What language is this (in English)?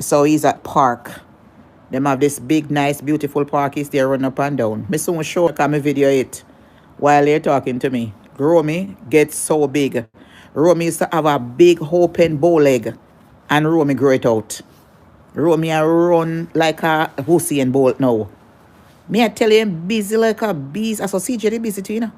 Jamaican Creole English